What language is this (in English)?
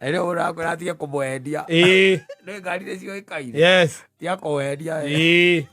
Kikuyu